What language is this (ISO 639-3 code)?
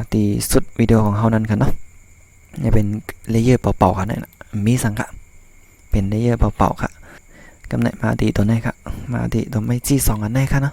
shn